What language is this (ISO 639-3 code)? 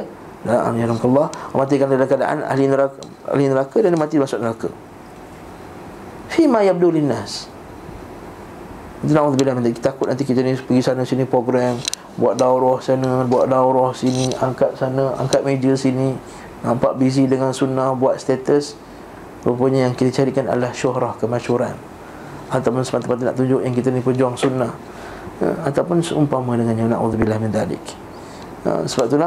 msa